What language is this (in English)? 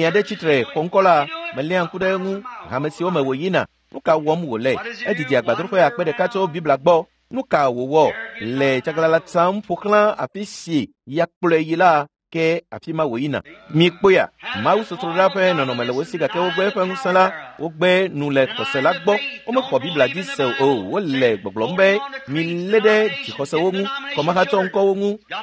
Ewe